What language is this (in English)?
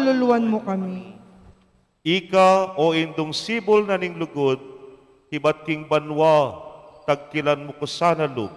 Pampanga